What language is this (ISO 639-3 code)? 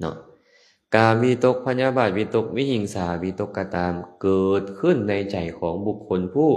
lao